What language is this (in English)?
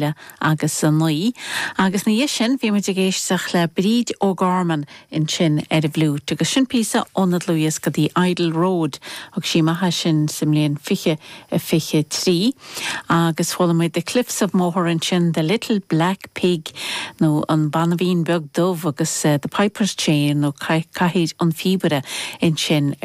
Irish